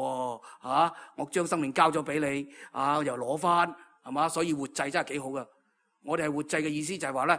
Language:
Cantonese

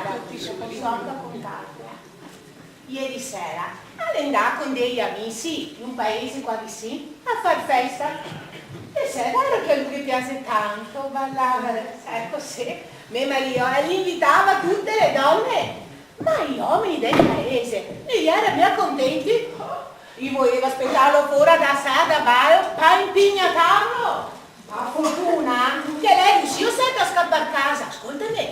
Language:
Venetian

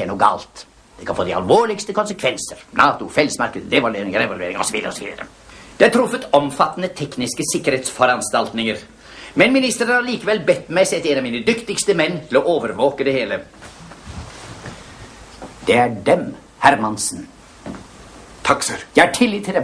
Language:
Norwegian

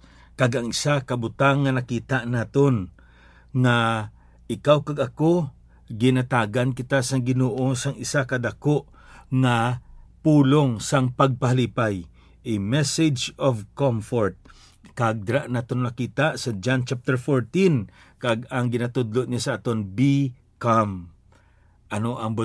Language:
Hiligaynon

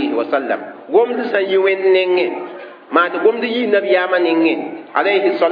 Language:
Mossi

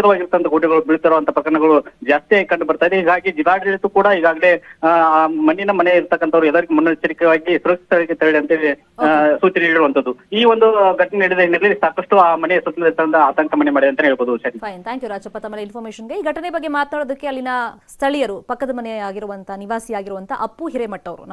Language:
Kannada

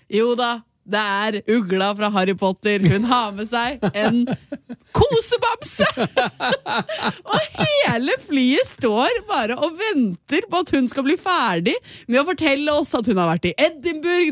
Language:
Norwegian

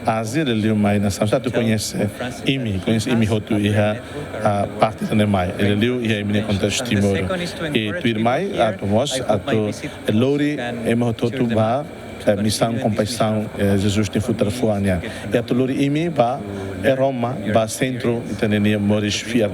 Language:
Tetum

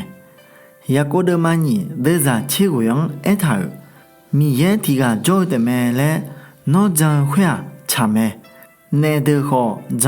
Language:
Akha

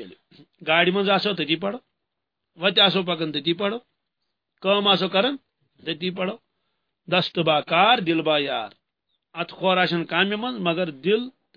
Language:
Kashmiri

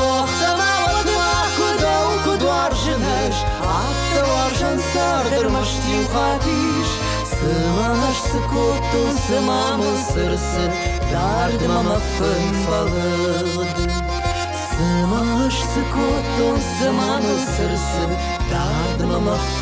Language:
Ossetic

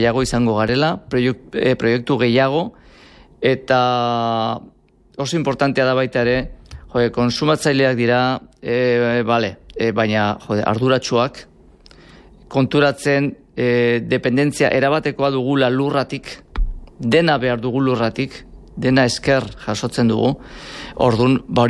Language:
Basque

